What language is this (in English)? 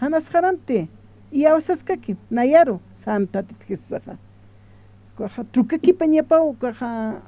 Aymara